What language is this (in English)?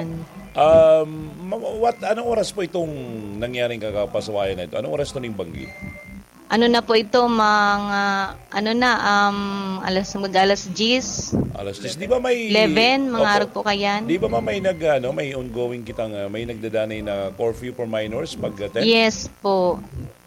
Bikol